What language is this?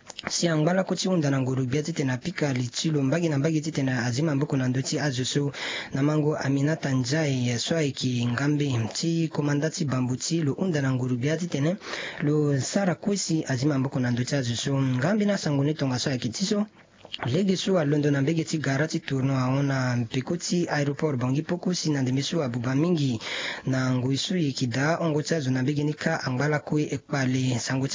Sango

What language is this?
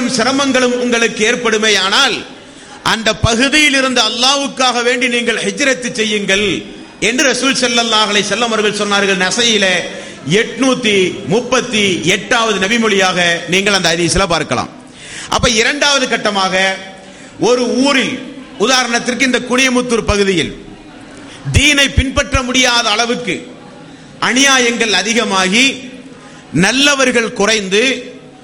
Tamil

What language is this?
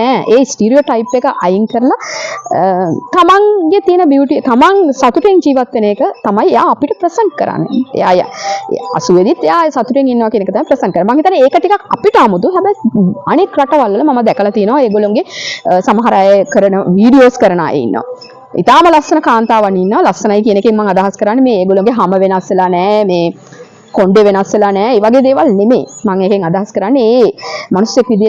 Sinhala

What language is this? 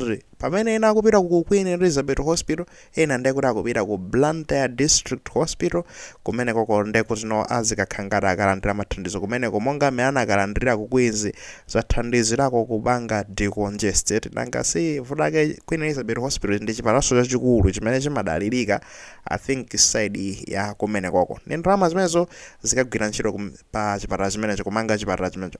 Nyanja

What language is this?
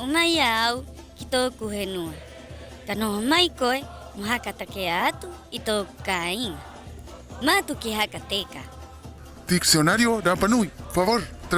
Rapanui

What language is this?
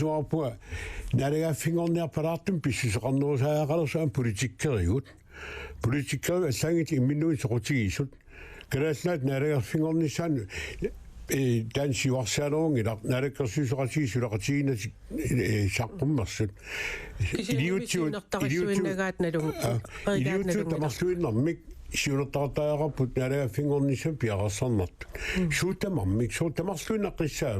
Kalaallisut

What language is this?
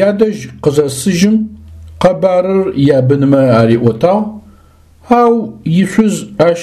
Adyghe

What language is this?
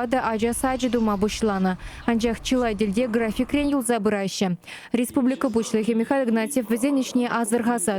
Chuvash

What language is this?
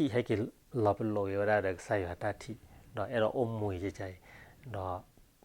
S'gaw Karen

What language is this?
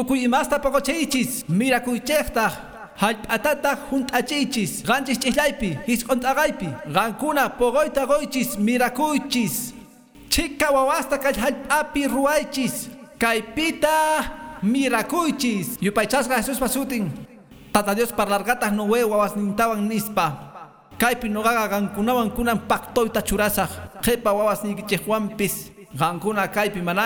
Quechua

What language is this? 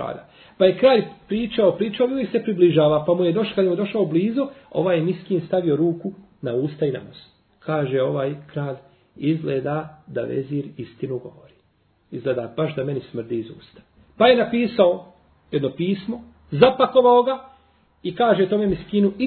Bosnian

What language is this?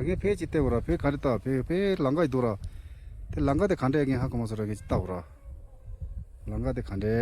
Tibetan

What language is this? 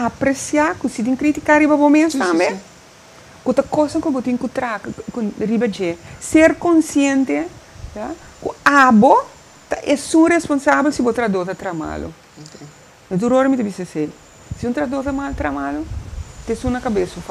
Papiamento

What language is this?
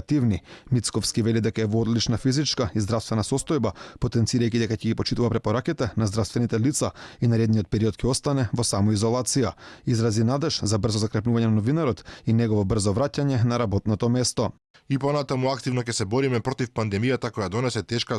Macedonian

